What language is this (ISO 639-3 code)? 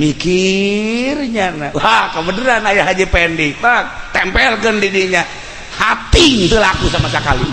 sun